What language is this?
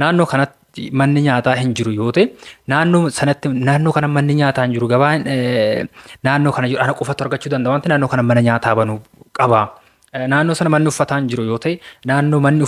Oromo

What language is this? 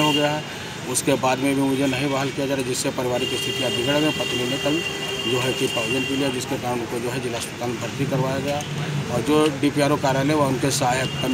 Hindi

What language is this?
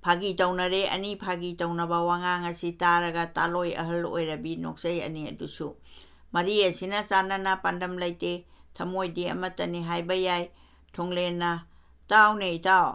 Manipuri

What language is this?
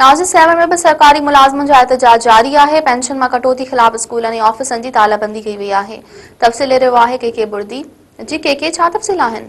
Sindhi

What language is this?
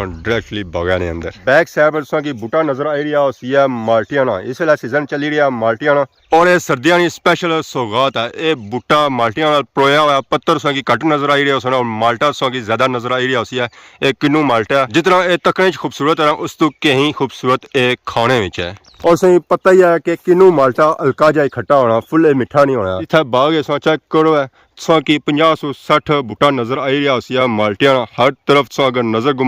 Pahari-Potwari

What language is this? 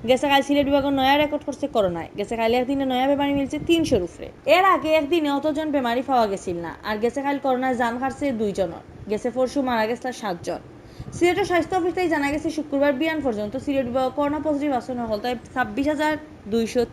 Sylheti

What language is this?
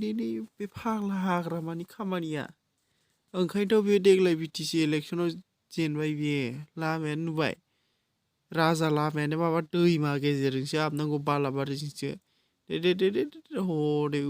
Bodo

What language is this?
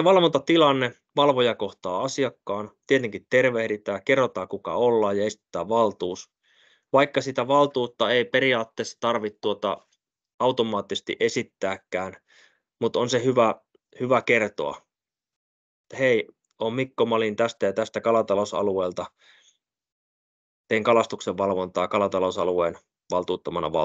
Finnish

